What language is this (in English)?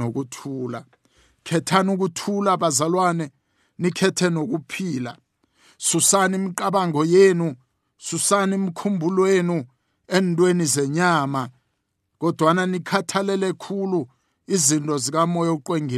South Ndebele